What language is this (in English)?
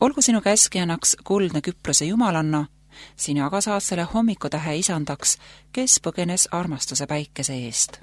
Estonian